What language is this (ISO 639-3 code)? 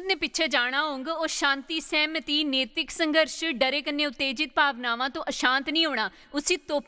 doi